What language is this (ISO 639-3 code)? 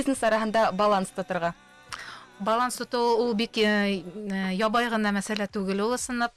bak